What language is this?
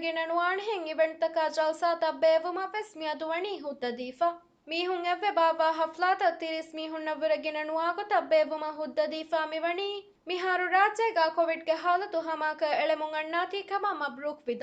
Divehi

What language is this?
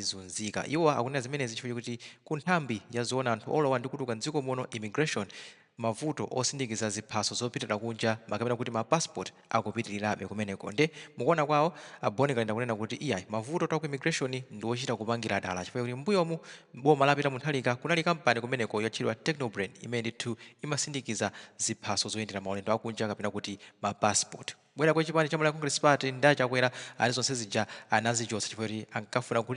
Nyanja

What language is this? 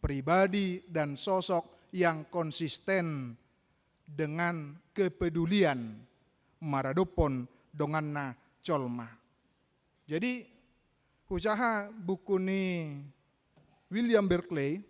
Batak Toba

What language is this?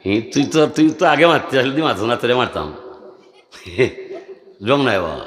Sylheti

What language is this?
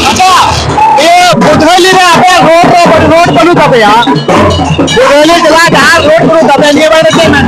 Santali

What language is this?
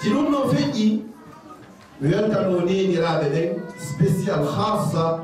Fula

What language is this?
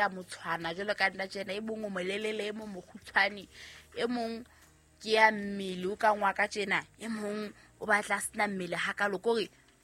Southern Sotho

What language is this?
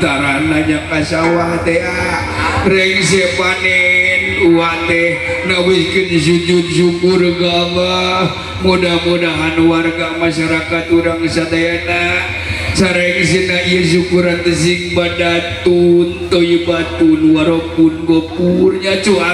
Sundanese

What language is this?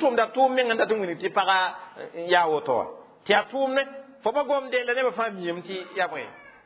Mossi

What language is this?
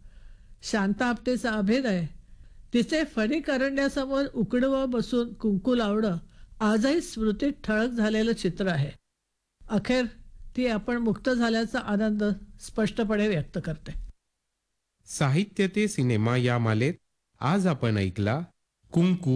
Marathi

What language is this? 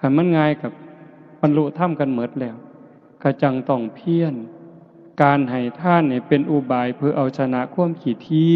Lao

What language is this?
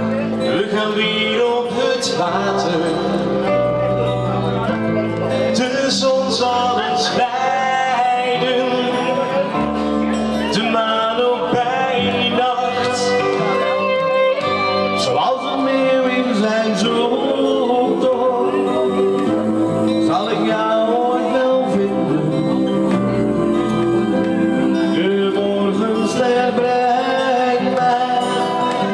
Dutch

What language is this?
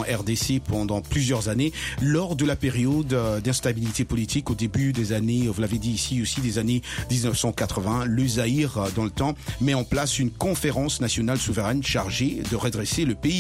French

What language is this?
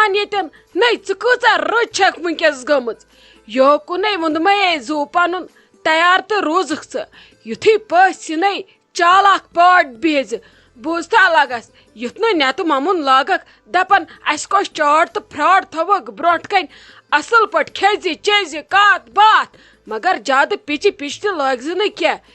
Kashmiri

